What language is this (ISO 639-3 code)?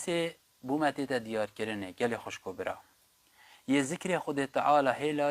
kur